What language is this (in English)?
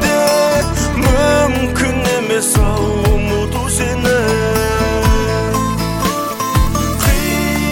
Kazakh